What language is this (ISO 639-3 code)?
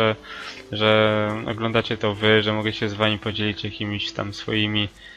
pol